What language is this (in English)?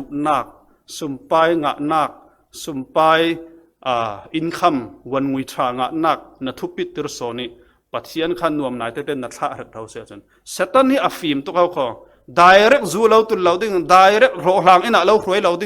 Falam Chin